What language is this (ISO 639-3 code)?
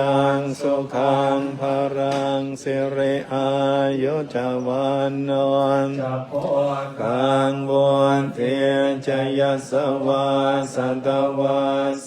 pli